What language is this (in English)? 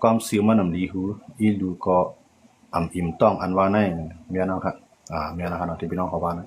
Shan